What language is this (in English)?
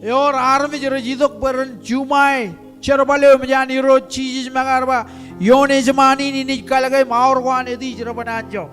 Marshallese